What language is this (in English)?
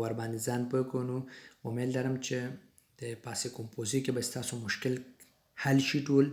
Pashto